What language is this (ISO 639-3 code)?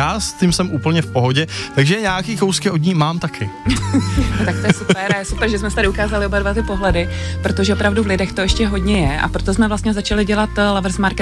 ces